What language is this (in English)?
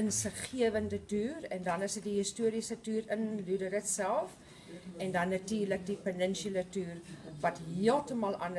Afrikaans